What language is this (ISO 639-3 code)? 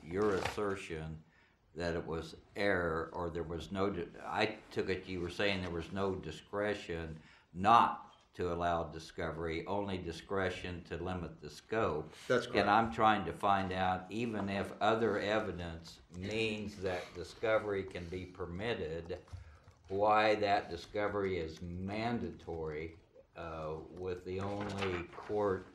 eng